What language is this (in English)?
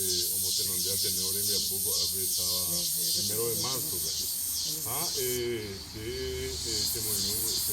Guarani